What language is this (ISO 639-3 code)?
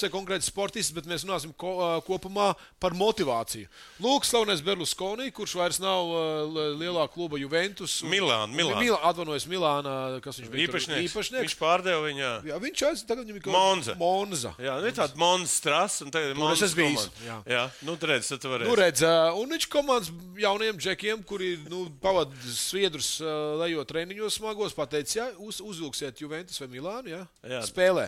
lav